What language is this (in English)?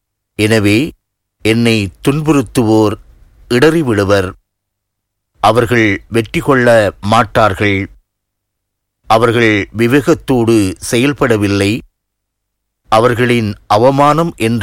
Tamil